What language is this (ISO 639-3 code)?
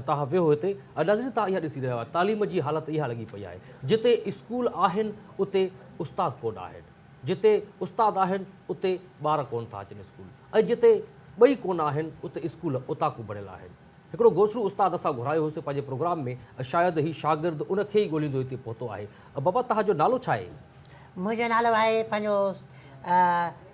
snd